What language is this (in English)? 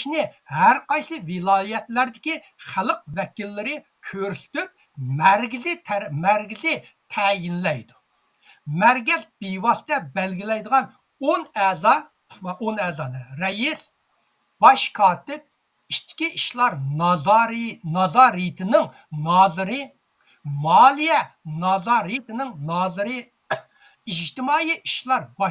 Uyghur